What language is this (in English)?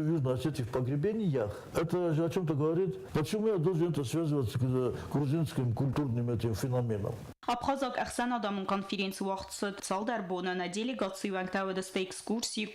Ossetic